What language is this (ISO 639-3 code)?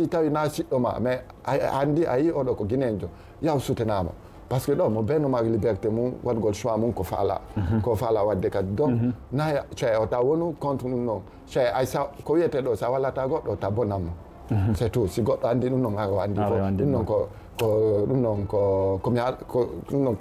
ful